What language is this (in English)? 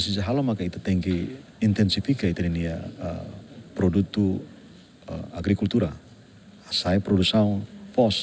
Tetum